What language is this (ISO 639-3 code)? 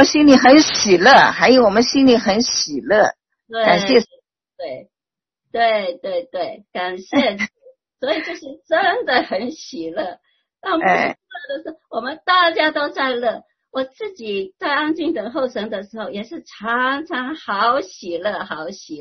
zho